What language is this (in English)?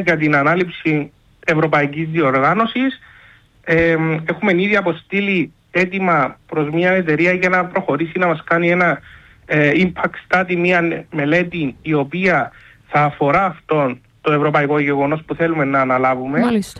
Greek